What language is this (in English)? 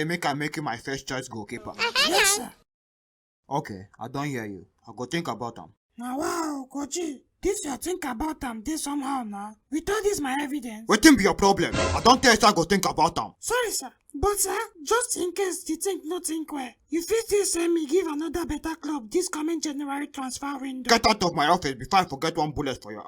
Nigerian Pidgin